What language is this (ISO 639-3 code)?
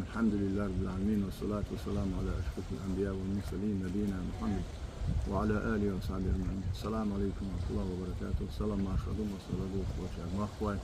che